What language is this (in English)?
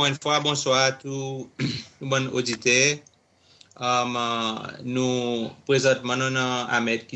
Seselwa Creole French